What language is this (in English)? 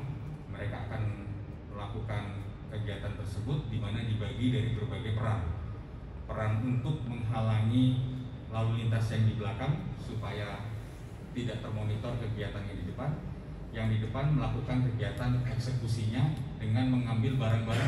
Indonesian